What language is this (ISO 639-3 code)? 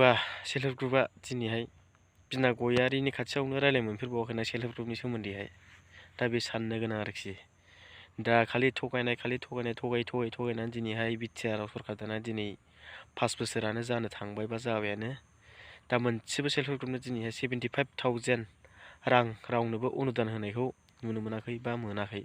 brx